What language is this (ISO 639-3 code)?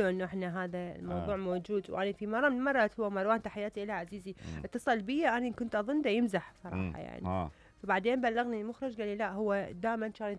acm